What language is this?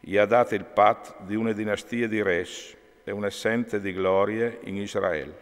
Friulian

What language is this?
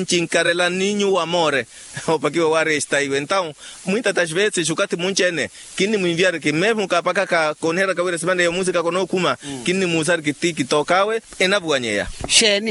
Makhuwa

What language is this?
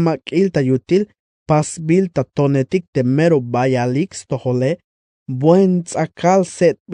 Tzeltal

